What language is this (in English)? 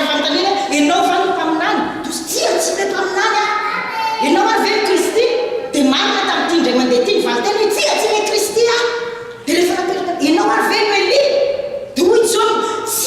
Malagasy